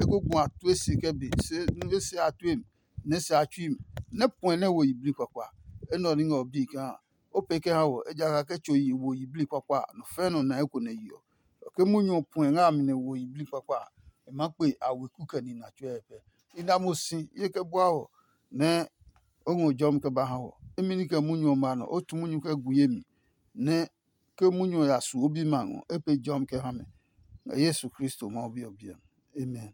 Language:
Adangme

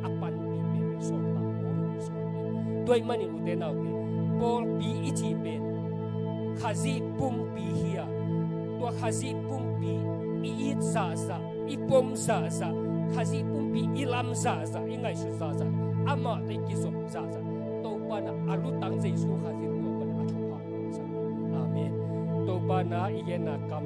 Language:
Tedim Chin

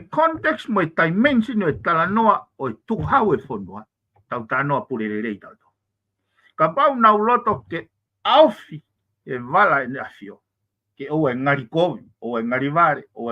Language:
Tongan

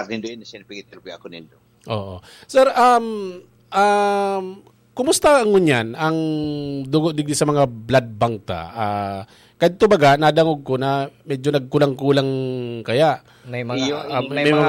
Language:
Bikol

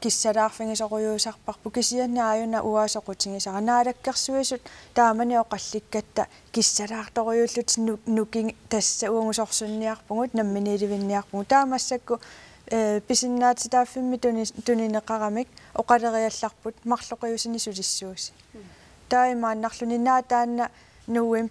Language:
Kalaallisut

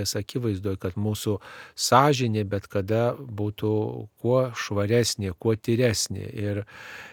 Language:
Lithuanian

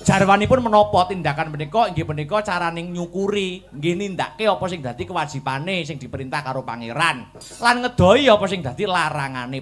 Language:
Javanese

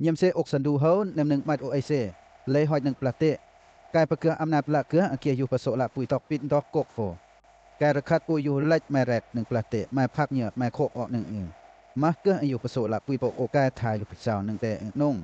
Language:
Western Lawa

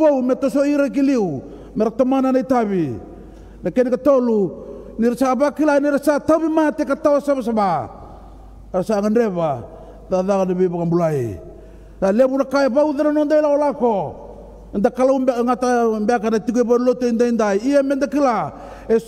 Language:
Fijian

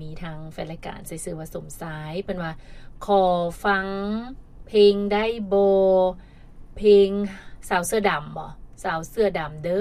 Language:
Lao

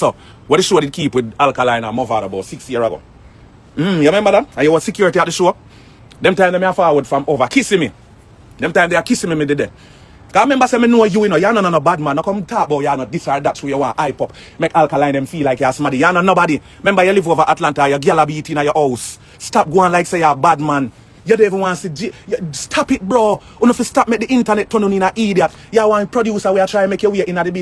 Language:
Jamaican Creole English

